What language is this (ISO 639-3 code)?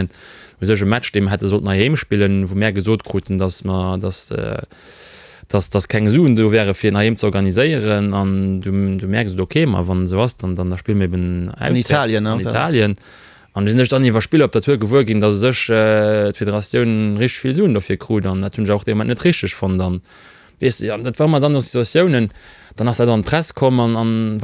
ltz